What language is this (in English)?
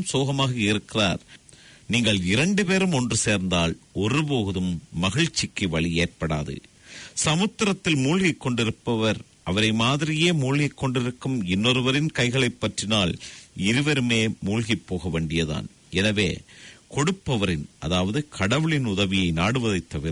Tamil